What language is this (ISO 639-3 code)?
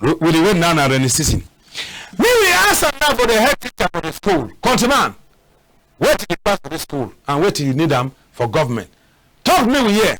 wes